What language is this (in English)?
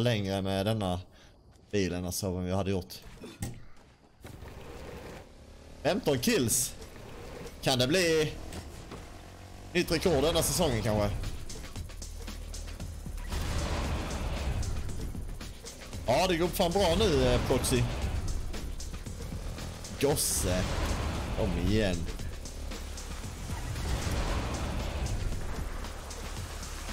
Swedish